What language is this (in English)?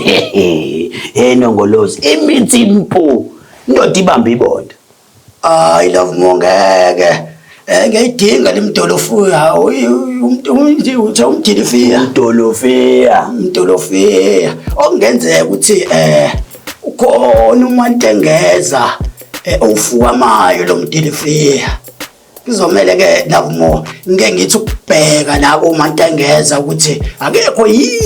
Zulu